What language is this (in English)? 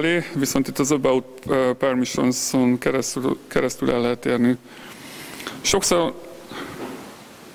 Hungarian